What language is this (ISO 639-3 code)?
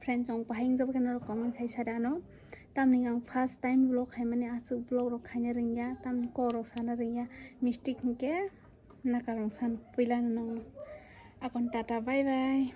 trp